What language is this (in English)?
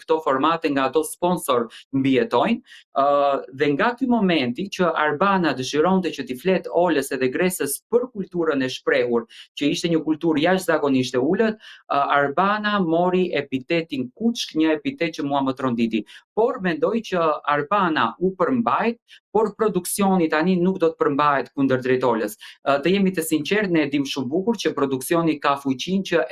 Albanian